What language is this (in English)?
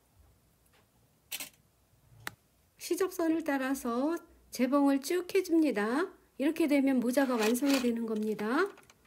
Korean